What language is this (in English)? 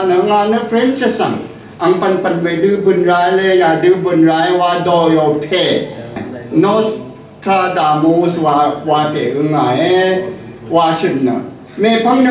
Rawang